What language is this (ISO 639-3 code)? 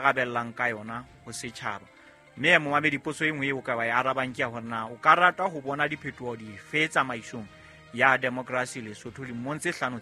sot